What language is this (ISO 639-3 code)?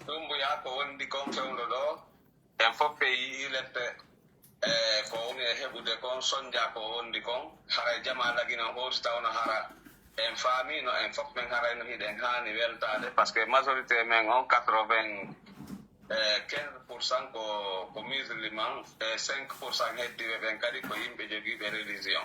fuf